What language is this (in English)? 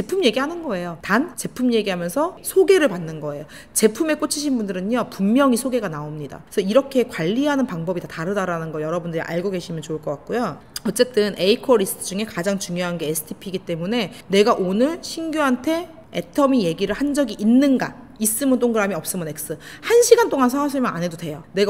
Korean